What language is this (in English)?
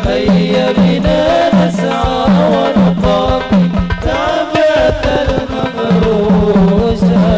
Madurese